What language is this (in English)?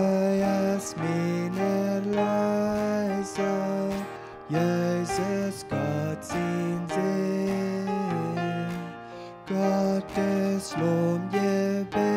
Plautdietsch